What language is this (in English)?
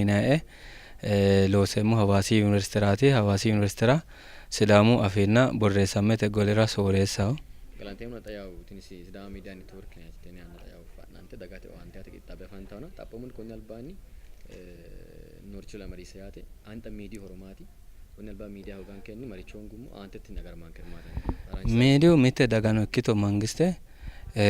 Sidamo